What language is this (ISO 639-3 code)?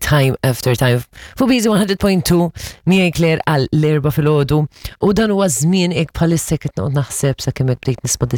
mlt